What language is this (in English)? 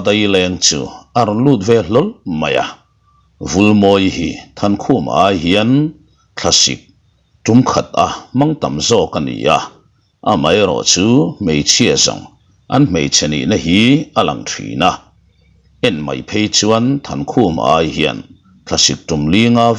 Mizo